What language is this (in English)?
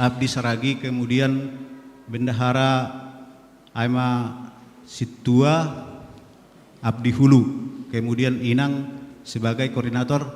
Batak Simalungun